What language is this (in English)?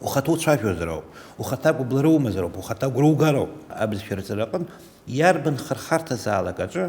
Abkhazian